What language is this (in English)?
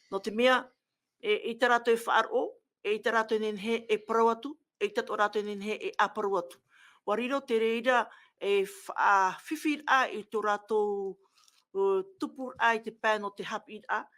Tahitian